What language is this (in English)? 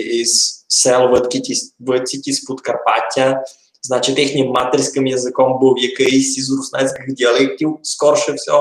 Rusyn